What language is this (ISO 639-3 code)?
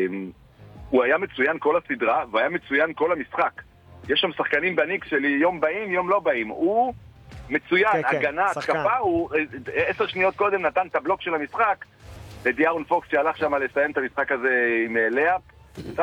heb